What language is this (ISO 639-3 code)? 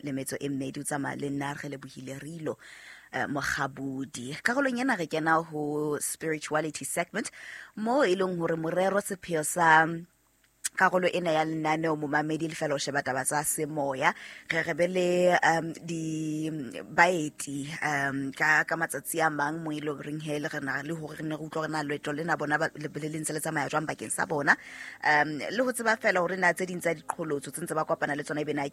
sot